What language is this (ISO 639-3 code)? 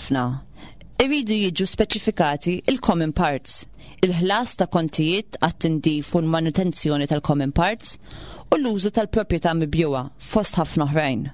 mlt